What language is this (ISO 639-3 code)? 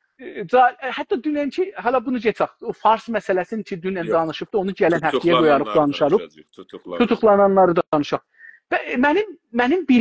azb